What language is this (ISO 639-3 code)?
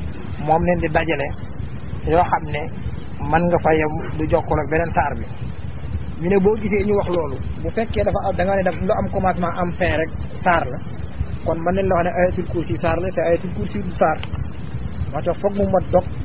wol